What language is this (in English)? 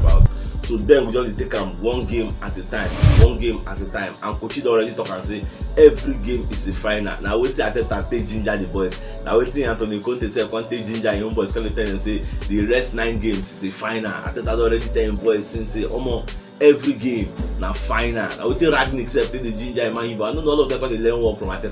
Nigerian Pidgin